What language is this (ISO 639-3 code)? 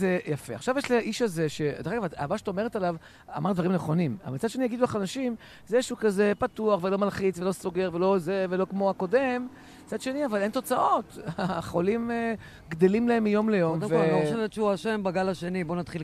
heb